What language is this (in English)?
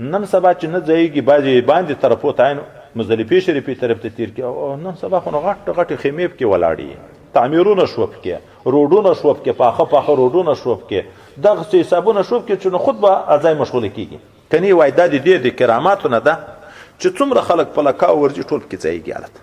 Pashto